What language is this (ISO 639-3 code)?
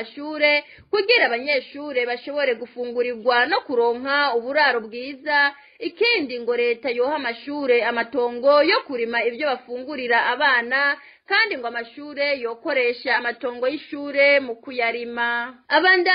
run